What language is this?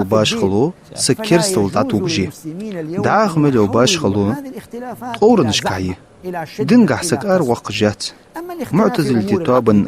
Ingush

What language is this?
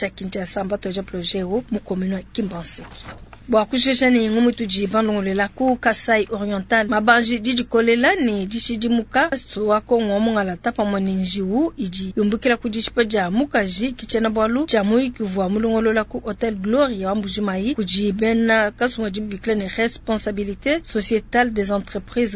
Luba-Lulua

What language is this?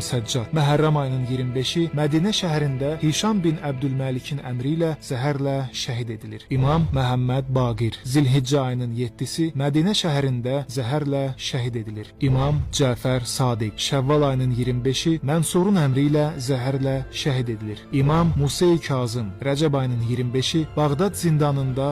Azerbaijani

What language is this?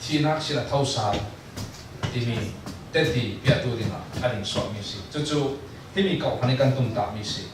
Falam Chin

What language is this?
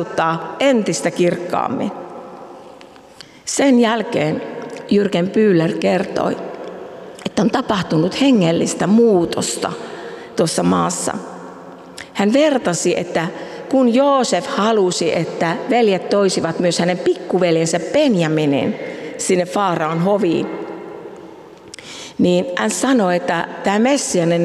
Finnish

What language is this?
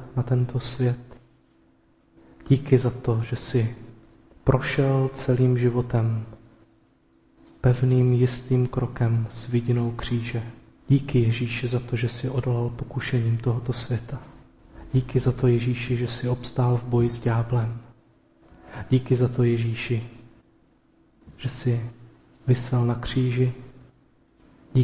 Czech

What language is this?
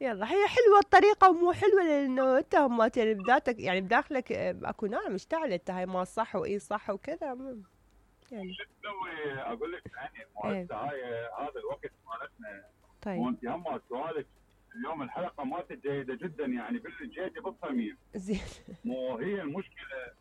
Mesopotamian Arabic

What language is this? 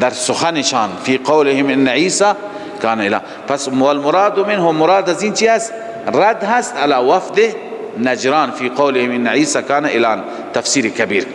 Persian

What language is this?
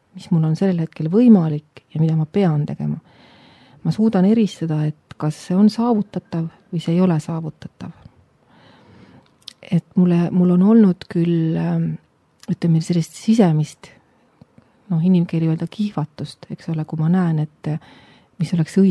Estonian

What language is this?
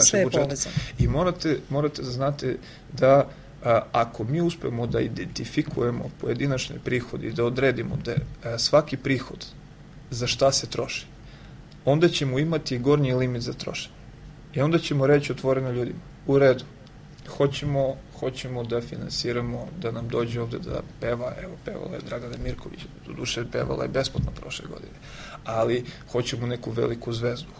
Serbian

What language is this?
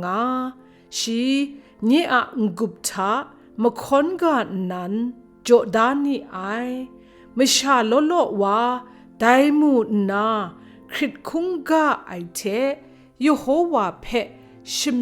Kachin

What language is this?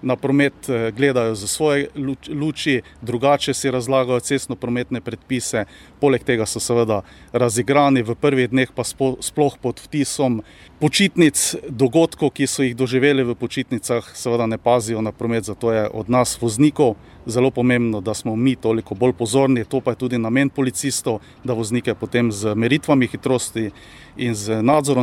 Slovenian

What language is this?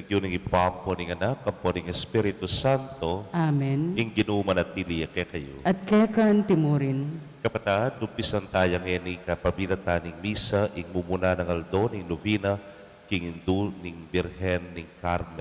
Pampanga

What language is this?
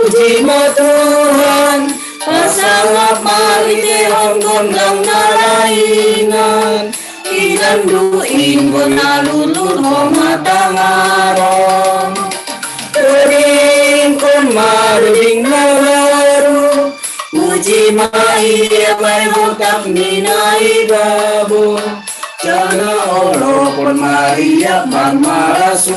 Batak Simalungun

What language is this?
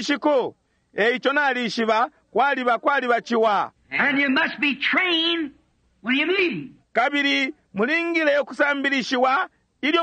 Bemba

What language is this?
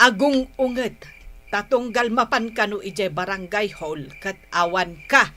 Iloko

